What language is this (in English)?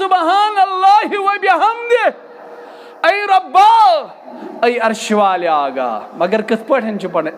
Kashmiri